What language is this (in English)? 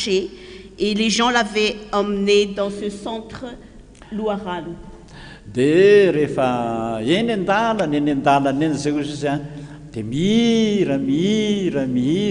Malagasy